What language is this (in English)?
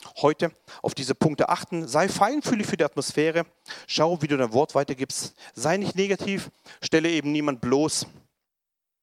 German